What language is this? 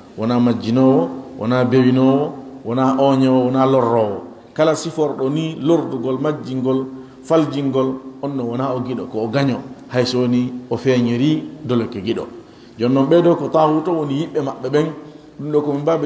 Fula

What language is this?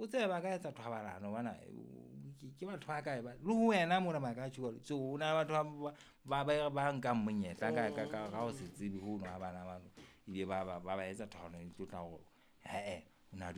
Southern Sotho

